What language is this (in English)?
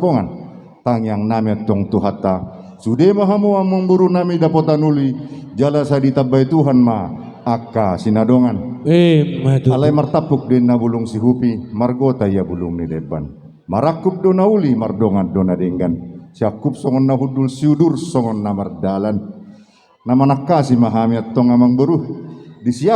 Batak Toba